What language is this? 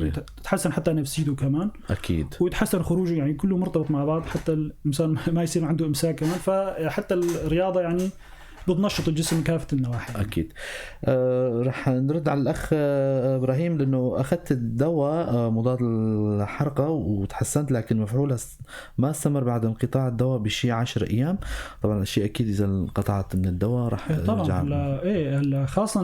North Levantine Arabic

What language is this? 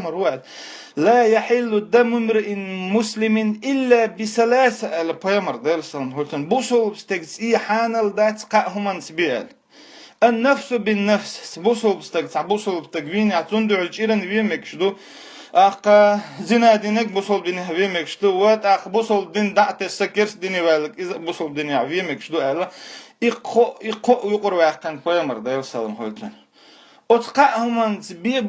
Chechen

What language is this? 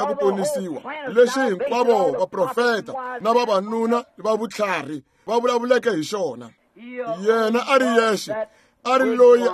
Tsonga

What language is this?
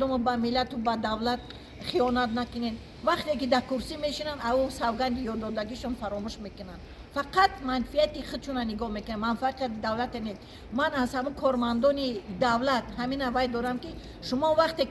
Tajik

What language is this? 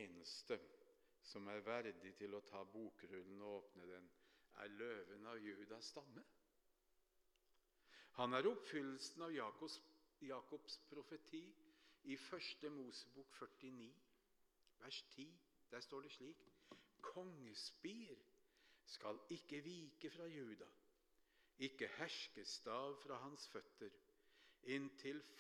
Norwegian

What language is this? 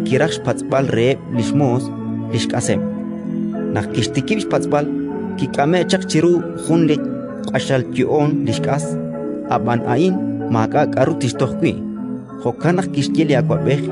Kekchí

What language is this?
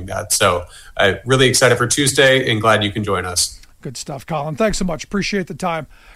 English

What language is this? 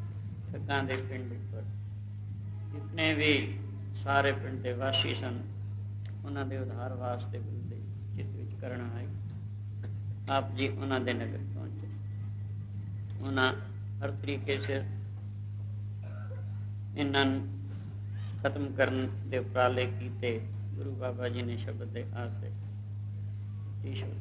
Punjabi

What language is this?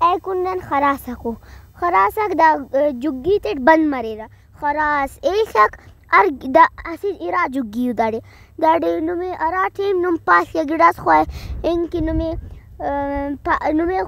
Brahui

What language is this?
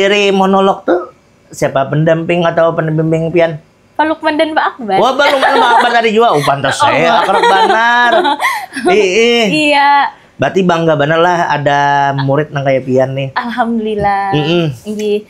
Banjar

